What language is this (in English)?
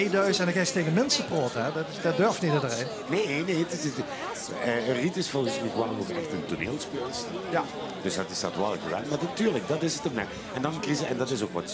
Limburgish